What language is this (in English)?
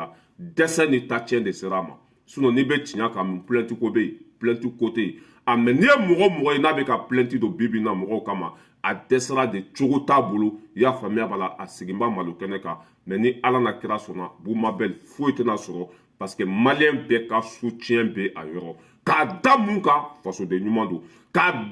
Bambara